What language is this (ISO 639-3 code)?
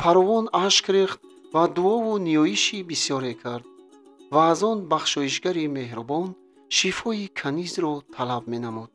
tgk